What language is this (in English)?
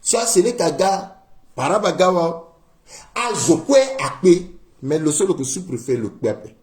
Sango